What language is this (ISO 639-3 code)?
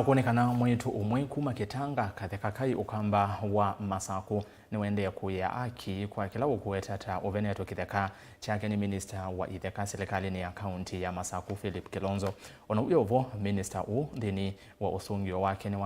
kam